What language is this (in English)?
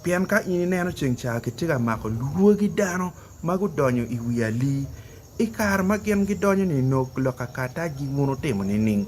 Acoli